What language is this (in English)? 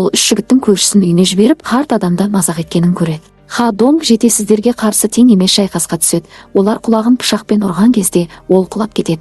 Kazakh